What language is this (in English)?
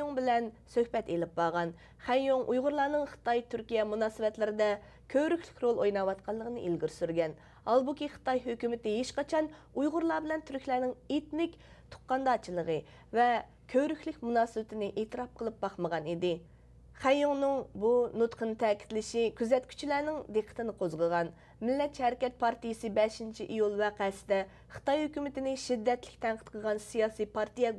Uyghur